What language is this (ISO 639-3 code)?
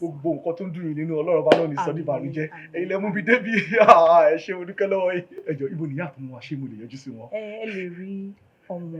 yor